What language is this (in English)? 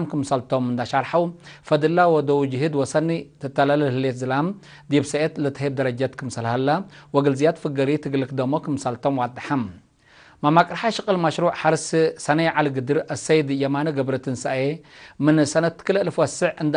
Tigre